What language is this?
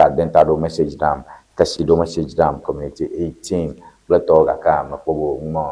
Ewe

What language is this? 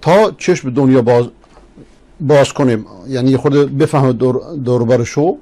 Persian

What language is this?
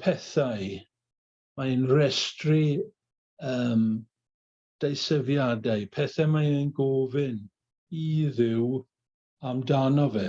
Welsh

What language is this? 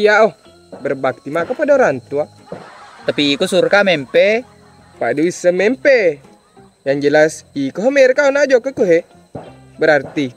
Buginese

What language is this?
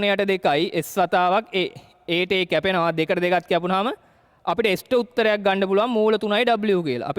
Sinhala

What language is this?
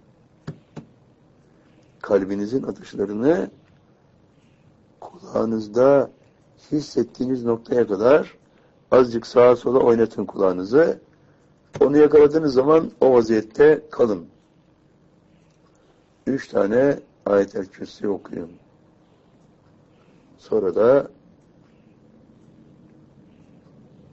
Turkish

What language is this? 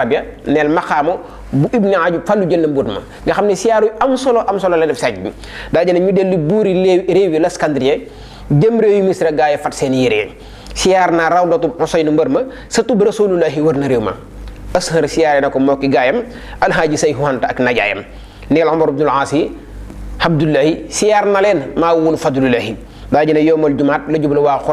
Wolof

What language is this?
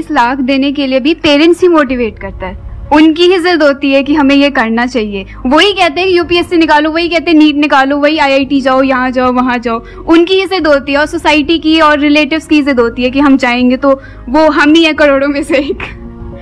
Hindi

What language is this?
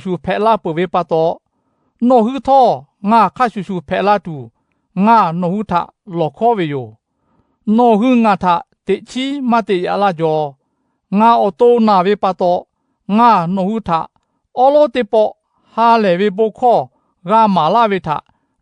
Lahu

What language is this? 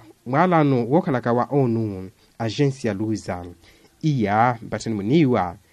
Makhuwa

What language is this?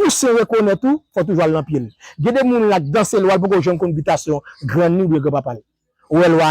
Haitian Creole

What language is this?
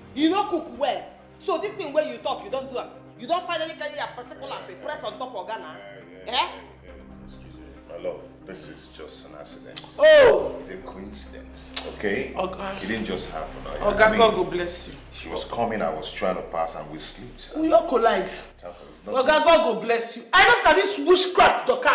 Nigerian Pidgin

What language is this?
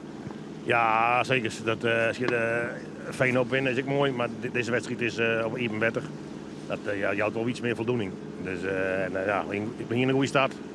Western Frisian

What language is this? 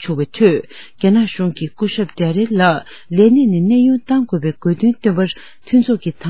Tibetan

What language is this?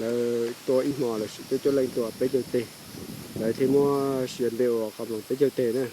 Hmong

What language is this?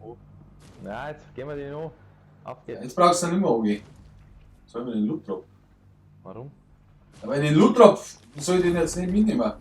Bavarian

